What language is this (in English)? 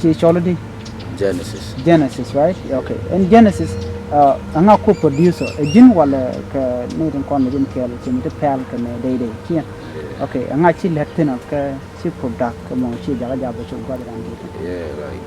Nuer